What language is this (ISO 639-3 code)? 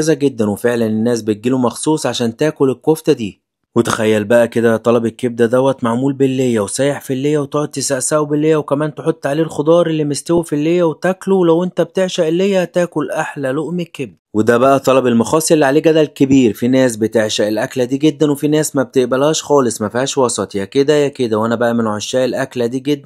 arz